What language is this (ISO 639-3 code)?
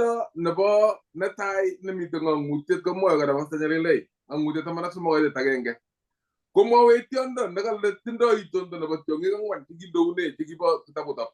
kln